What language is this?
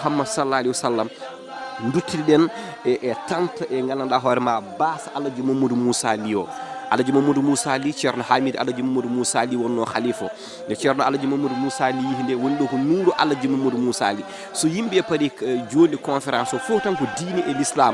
Fula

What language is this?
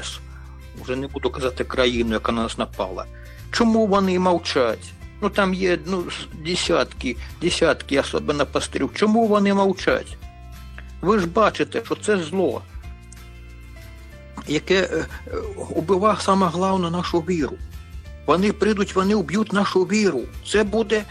Ukrainian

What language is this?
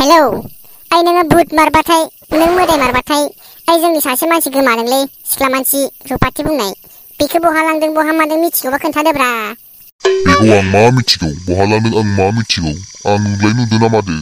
Bodo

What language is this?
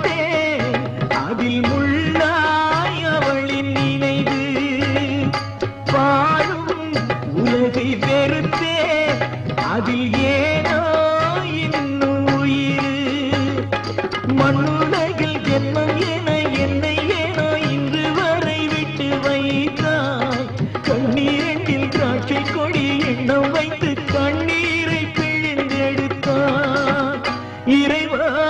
Tamil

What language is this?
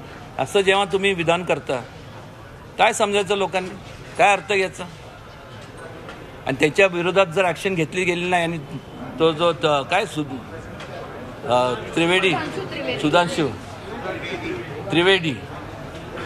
Marathi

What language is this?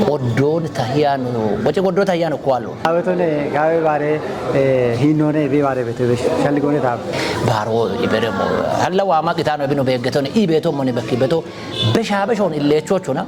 Kafa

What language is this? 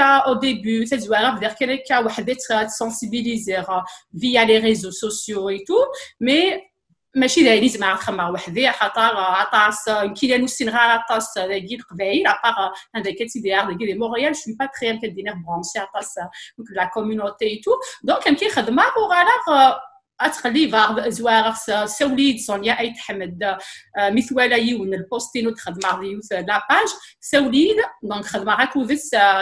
Kabyle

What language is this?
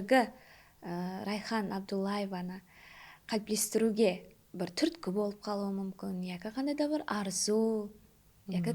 Kara-Kalpak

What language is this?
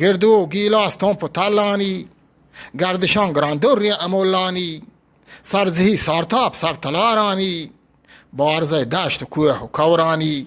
Eastern Balochi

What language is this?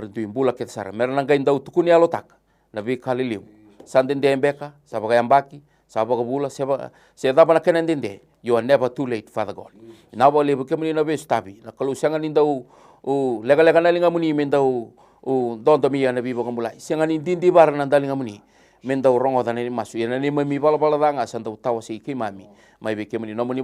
Fijian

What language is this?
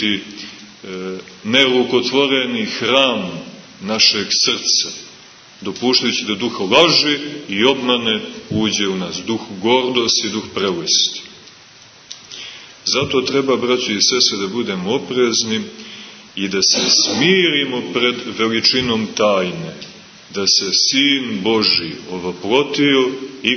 Serbian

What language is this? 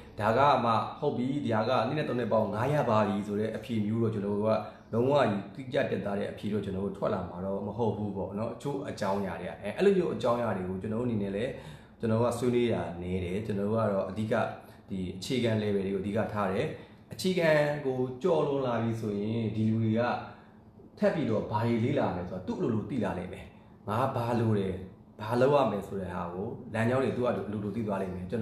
Burmese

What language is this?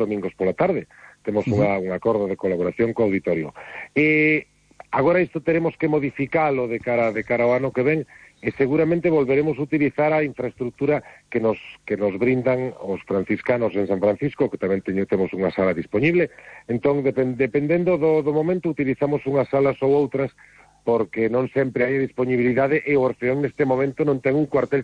Galician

